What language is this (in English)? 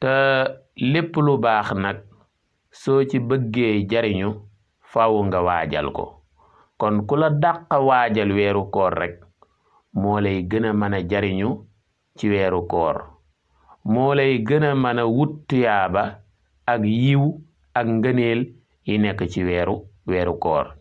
Wolof